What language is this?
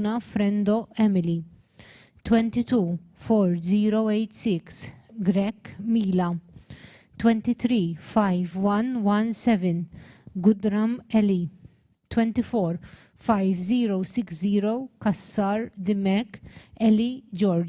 English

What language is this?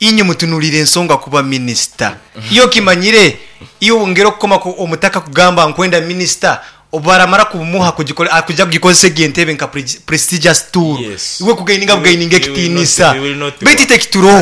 Nyankole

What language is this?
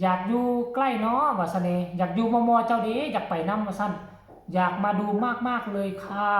Northeastern Thai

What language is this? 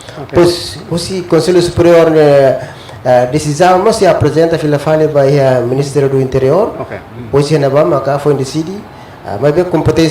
Tetum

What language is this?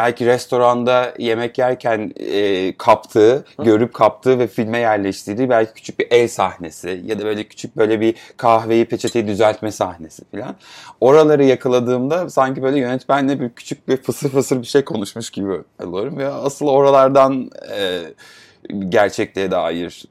Turkish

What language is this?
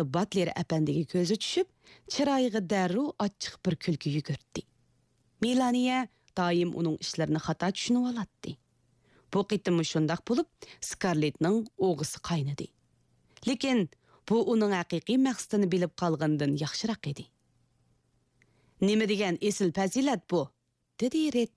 Uyghur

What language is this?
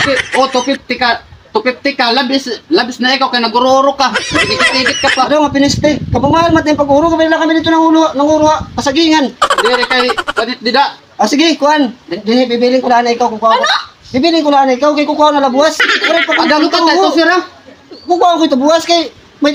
Waray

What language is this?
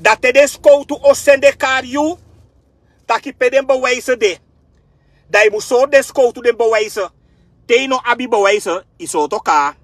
Sranan Tongo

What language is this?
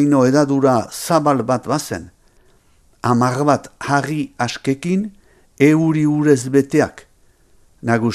Basque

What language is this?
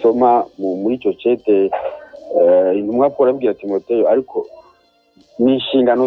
Rundi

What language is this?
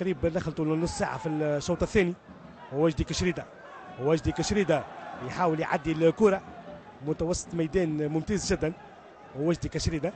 Tunisian Arabic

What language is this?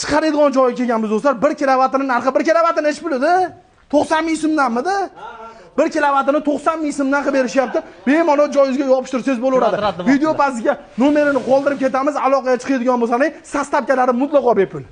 Uzbek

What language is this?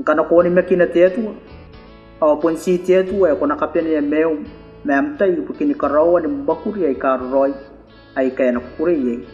Gilbertese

